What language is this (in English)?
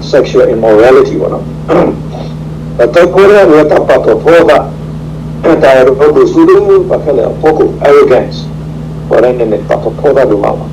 S'gaw Karen